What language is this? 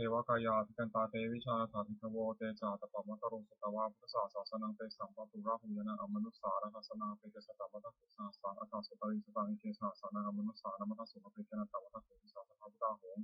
Pali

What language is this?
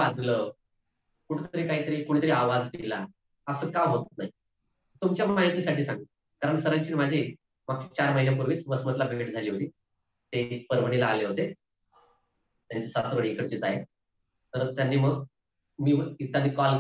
Marathi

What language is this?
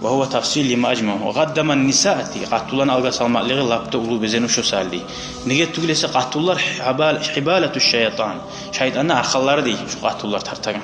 Kumyk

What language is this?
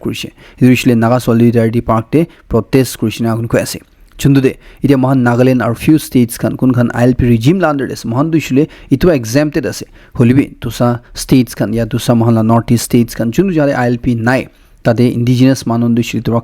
Naga Pidgin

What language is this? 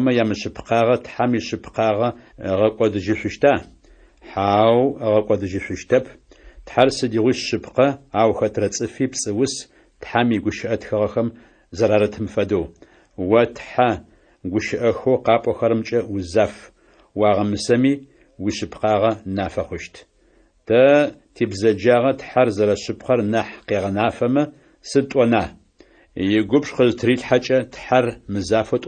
Adyghe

